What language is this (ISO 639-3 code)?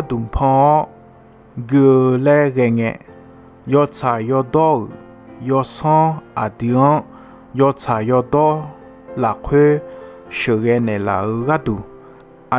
ahk